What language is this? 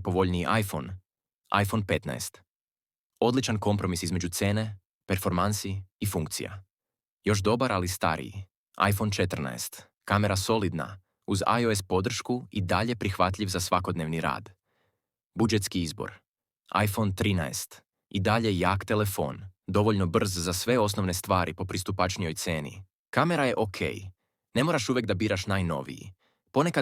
Macedonian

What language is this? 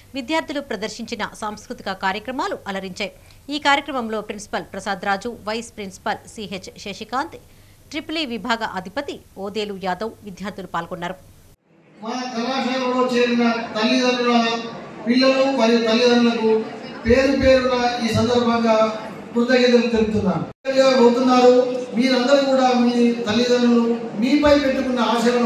Telugu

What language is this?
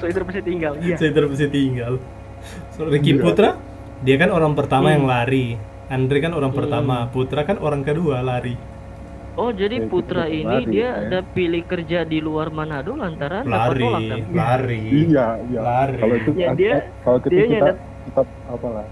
Manado Malay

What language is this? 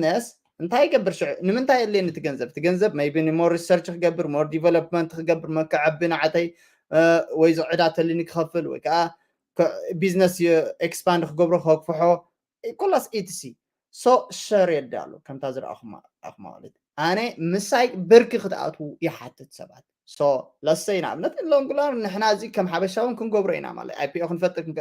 Tigrinya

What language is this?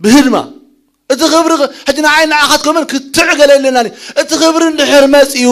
Tigrinya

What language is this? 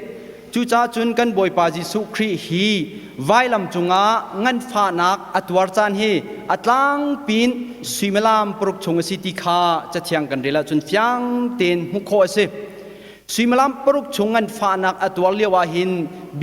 Hakha Chin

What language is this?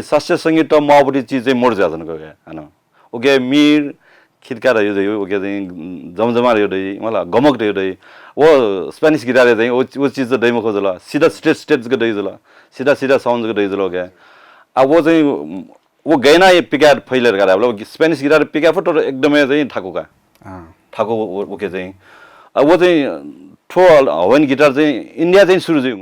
Newari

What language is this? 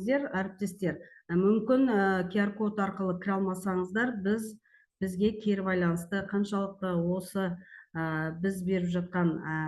Kazakh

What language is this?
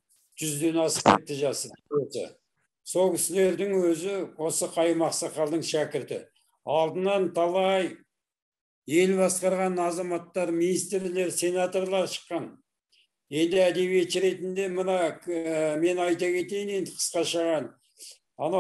Kazakh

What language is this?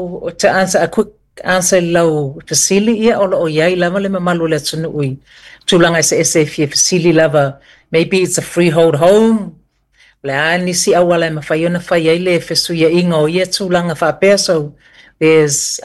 Samoan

